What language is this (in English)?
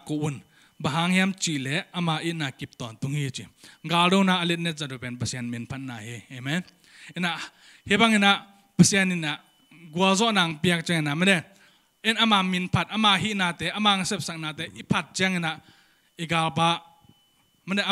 Tedim Chin